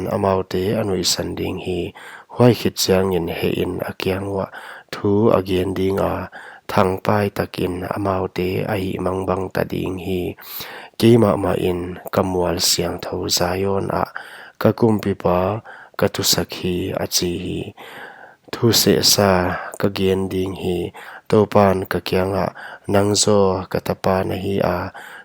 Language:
Paite Chin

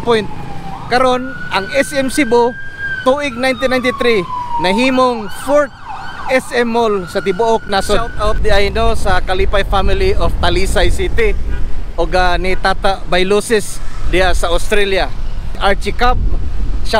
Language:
Cebuano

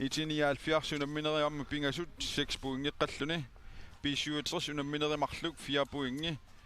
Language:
Kalaallisut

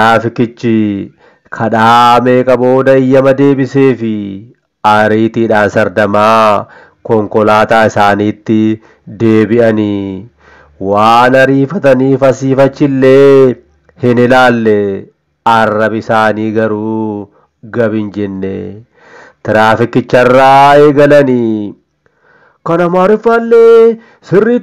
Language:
Oromo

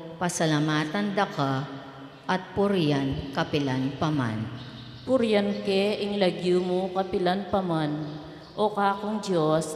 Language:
Pampanga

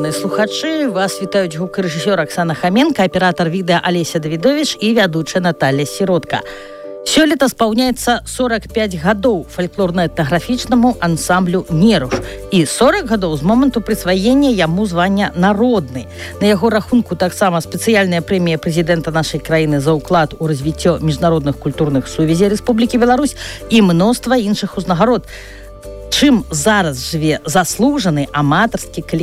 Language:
Belarusian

